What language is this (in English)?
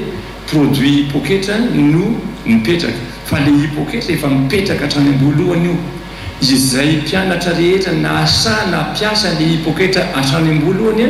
Malagasy